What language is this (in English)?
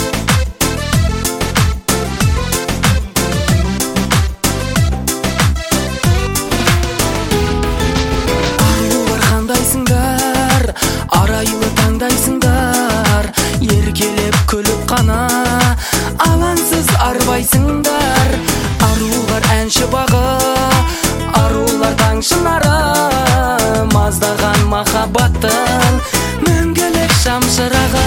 Kazakh